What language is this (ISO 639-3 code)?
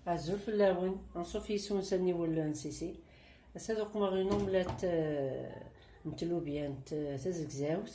kab